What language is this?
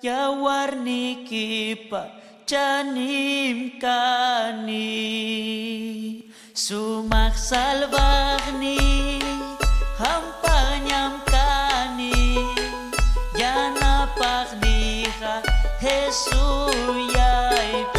Ayacucho Quechua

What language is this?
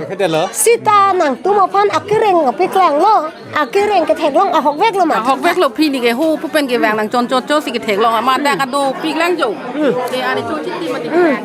Karbi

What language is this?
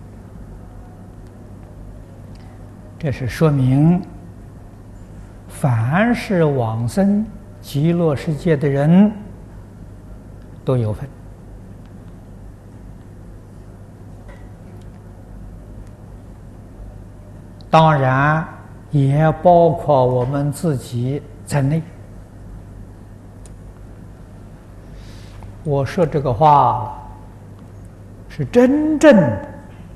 Chinese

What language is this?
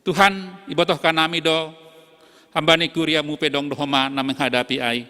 Batak Simalungun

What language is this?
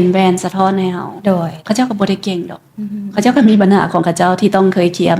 Lao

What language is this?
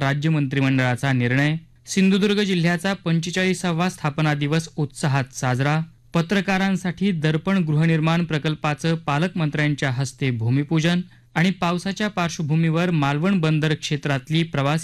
Marathi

